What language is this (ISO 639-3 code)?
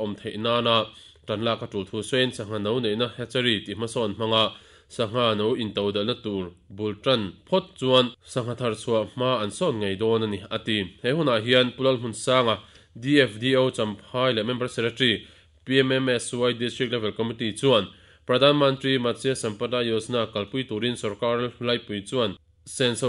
lus